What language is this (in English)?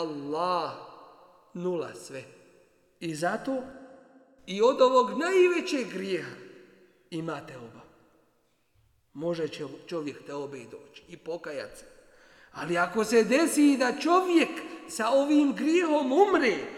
Bosnian